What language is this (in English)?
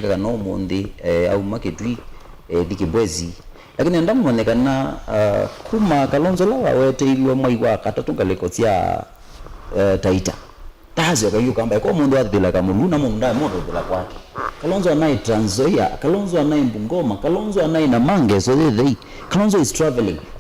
Kamba